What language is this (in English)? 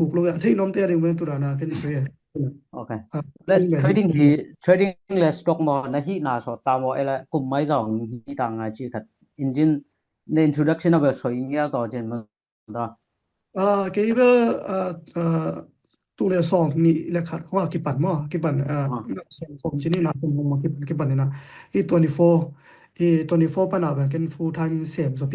Tedim Chin